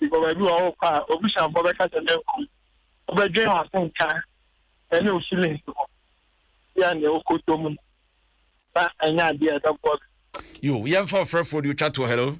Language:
Akan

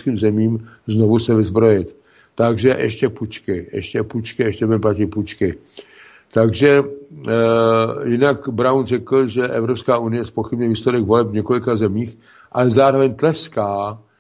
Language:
Czech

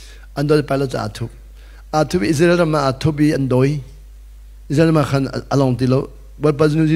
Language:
Hakha Chin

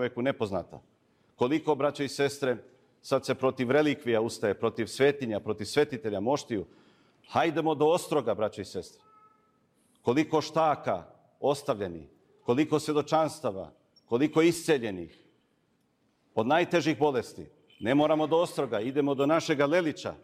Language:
Serbian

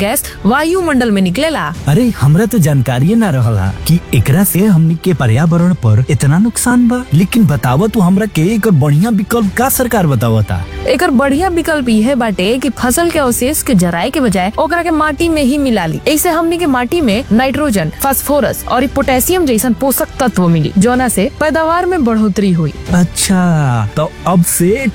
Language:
Bhojpuri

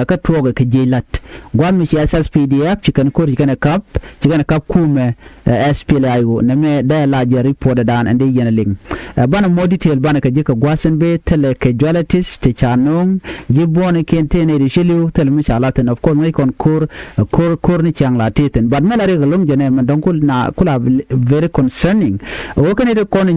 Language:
Nuer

